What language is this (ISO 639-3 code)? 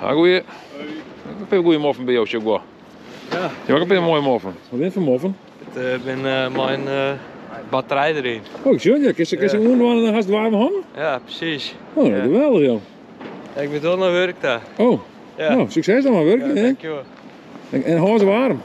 fry